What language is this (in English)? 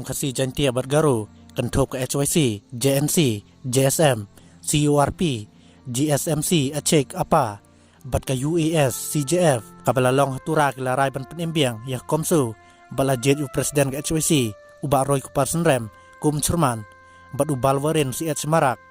Khasi